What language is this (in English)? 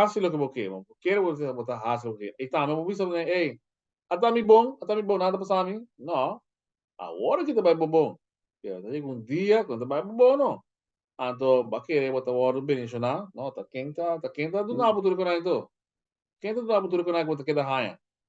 Papiamento